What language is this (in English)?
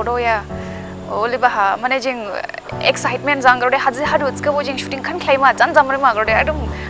Dimasa